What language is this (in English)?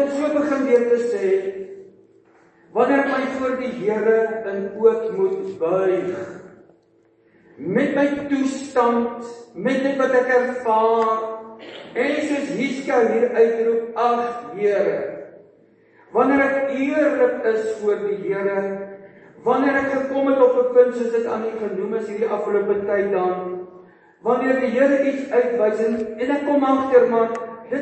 Afrikaans